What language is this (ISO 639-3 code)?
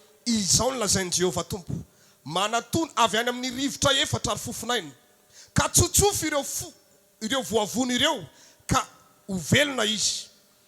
mlg